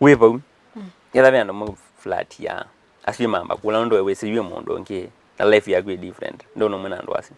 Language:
Kamba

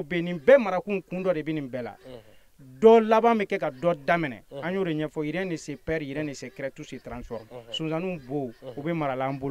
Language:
Bambara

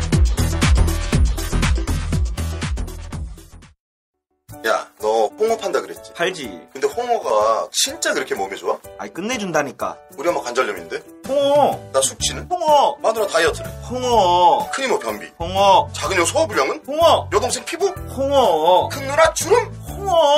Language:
Korean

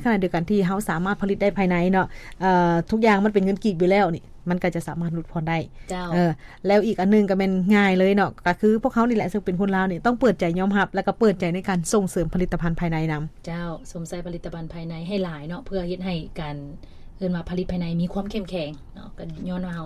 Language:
Lao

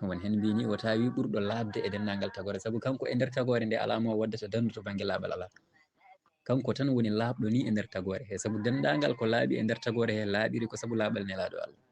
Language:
Fula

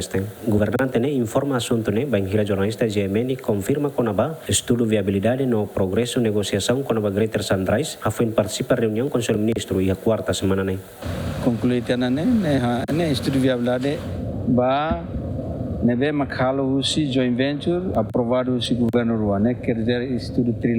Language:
Tetum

